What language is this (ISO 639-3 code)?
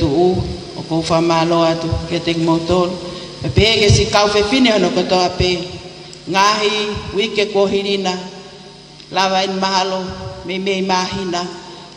ton